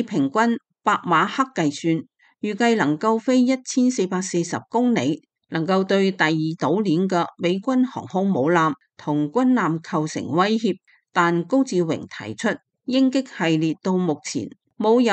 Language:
Cantonese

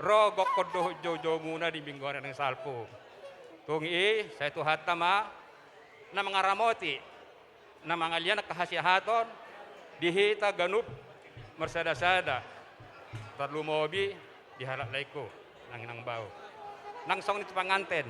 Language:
Batak Toba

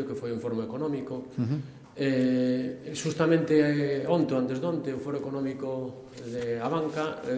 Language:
Galician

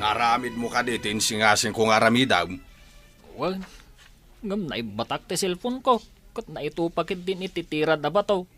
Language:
Iloko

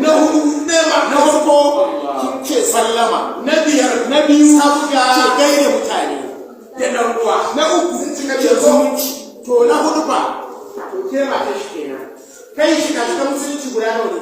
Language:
Hausa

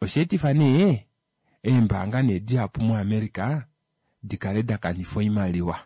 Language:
Kuanyama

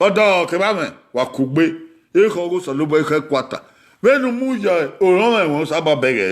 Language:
Bini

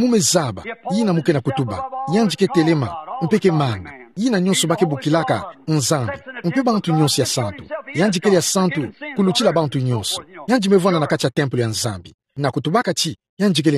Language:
Kituba (Democratic Republic of Congo)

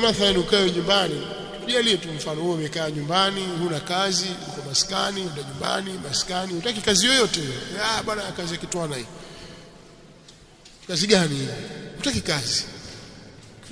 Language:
Swahili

